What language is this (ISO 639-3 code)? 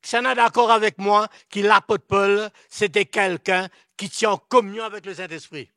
mfe